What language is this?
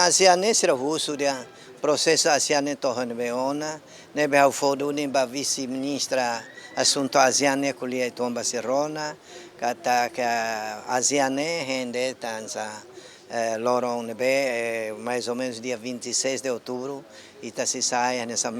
Tetum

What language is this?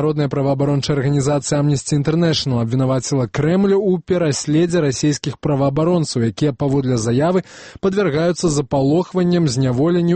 Belarusian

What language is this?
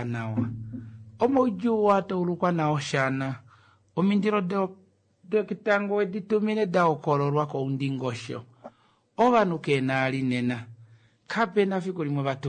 Kuanyama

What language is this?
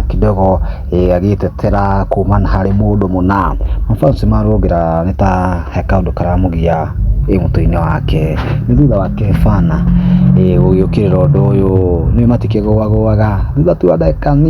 Kikuyu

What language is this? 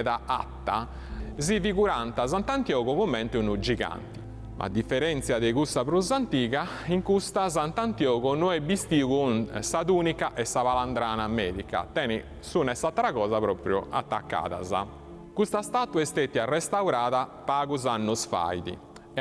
Sardinian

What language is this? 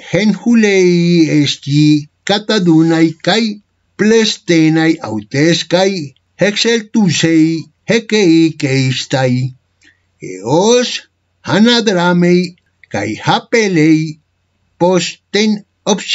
Ancient Greek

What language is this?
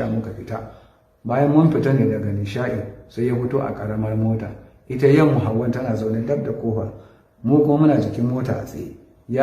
Hausa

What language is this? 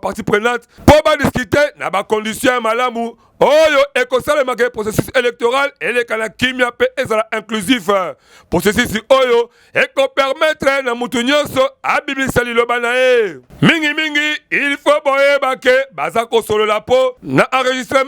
Lingala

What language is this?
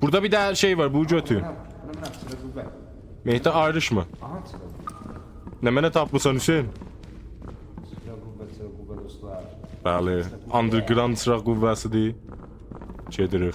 South Azerbaijani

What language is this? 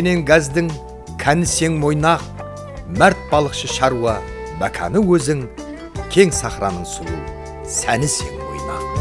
Kara-Kalpak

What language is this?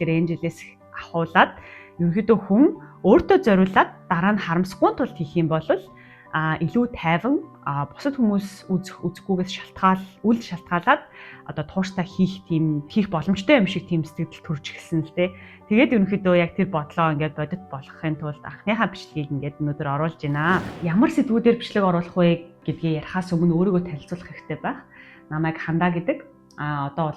Mongolian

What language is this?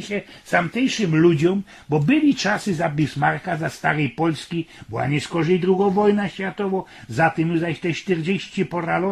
Silesian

